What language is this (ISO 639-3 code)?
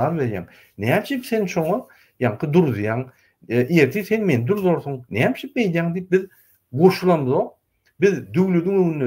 tuk